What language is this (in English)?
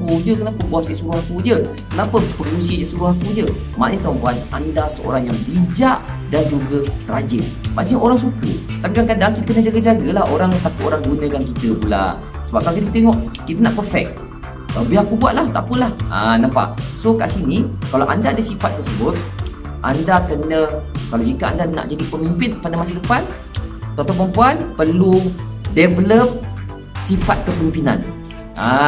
Malay